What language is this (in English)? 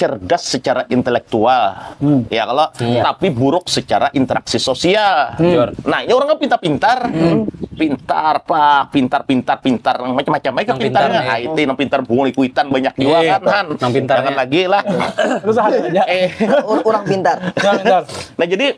Banjar